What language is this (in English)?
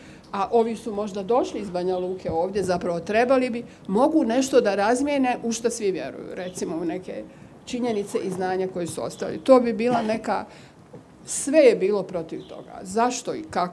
Bosnian